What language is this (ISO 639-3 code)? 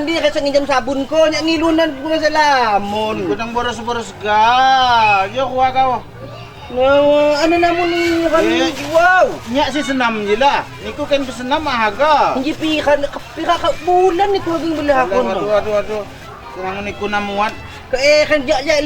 ljp